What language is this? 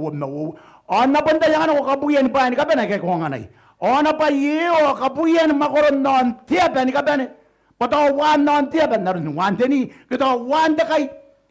Gilbertese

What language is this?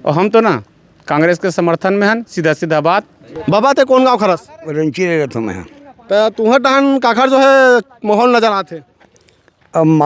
Chhattisgarhi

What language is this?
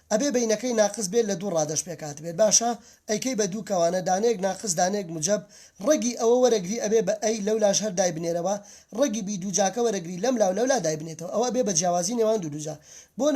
Central Kurdish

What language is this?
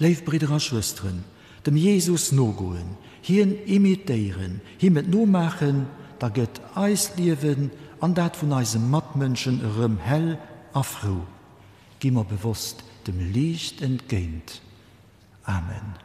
Luxembourgish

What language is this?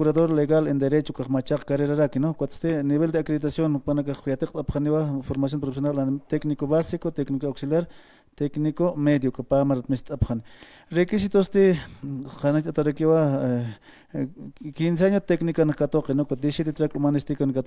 Aymara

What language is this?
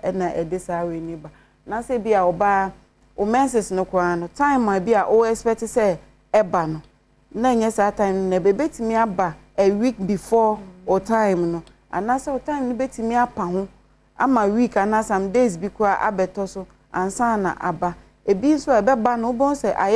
Akan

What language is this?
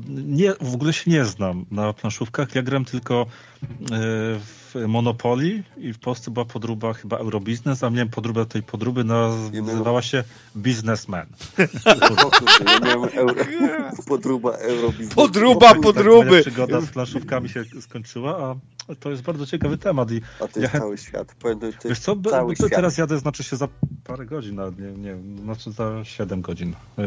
Polish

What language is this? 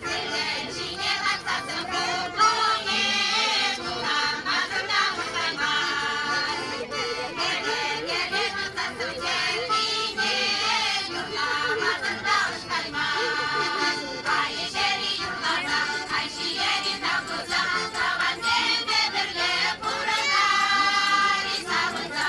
Chuvash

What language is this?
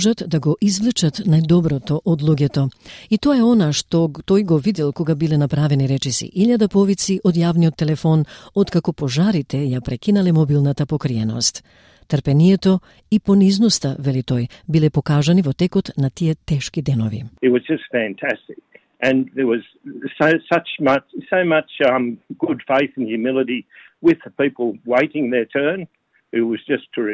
Macedonian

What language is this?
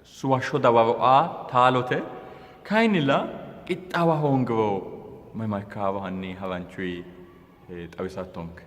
Sidamo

